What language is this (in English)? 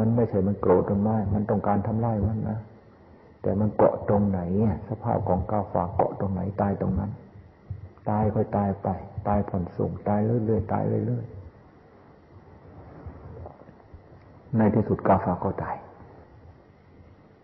Thai